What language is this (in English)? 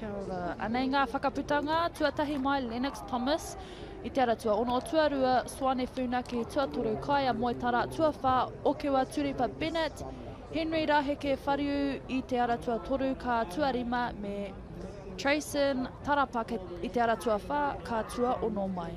Māori